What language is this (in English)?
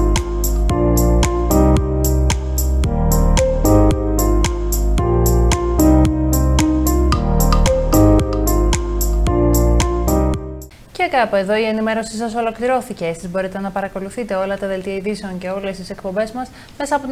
Greek